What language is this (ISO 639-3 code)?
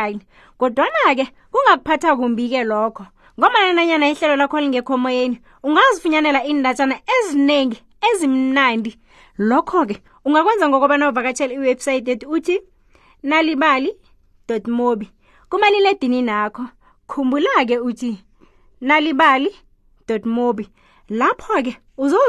nbl